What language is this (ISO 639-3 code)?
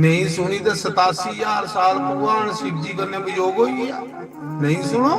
doi